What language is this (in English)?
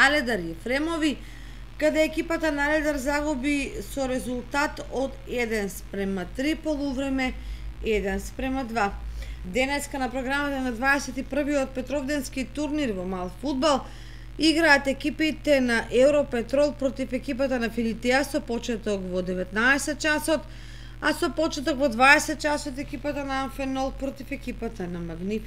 Macedonian